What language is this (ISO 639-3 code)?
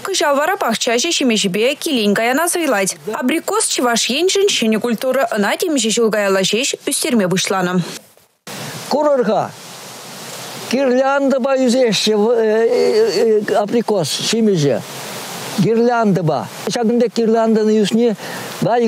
chv